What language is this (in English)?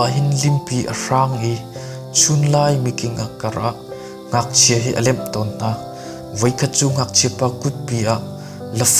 Hakha Chin